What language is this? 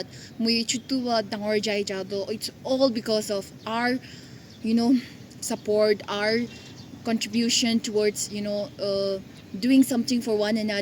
Naga Pidgin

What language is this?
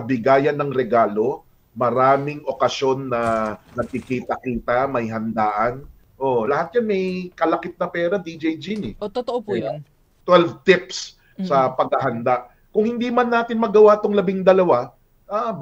Filipino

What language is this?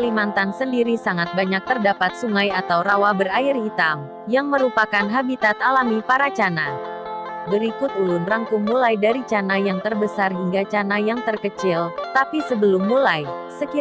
Banjar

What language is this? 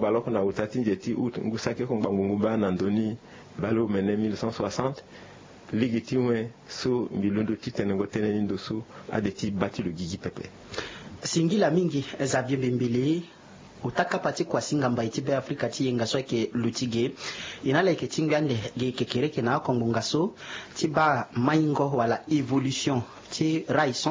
Sango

